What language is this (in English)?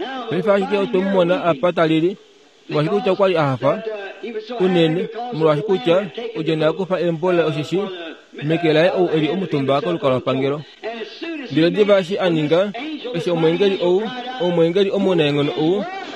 Kuanyama